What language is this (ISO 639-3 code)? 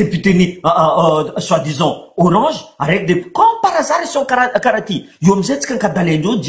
mlg